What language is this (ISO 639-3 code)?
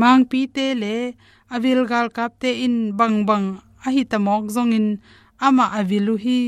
ctd